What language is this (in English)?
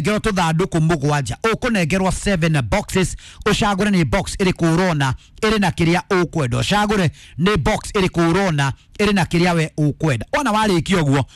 Kikuyu